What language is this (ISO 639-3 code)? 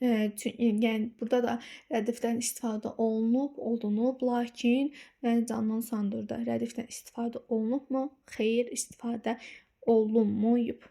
aze